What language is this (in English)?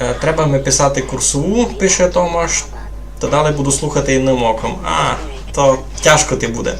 Rusyn